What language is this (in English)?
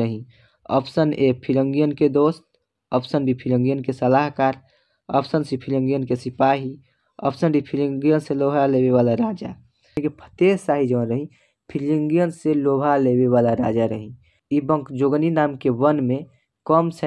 Bhojpuri